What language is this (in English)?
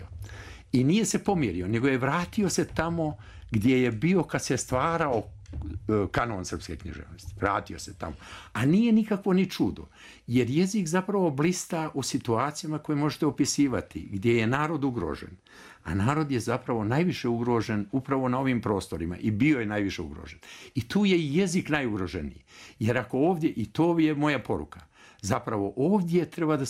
Serbian